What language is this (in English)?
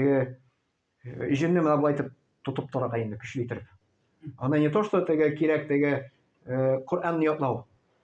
Tatar